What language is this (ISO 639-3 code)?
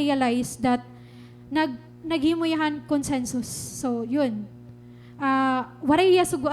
war